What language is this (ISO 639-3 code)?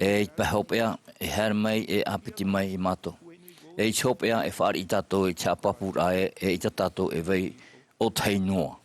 tah